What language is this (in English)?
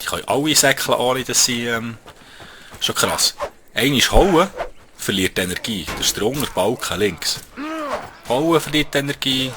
Swiss German